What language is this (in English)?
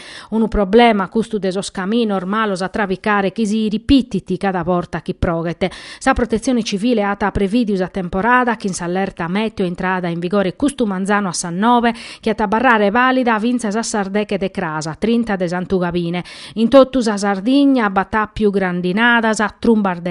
Sardinian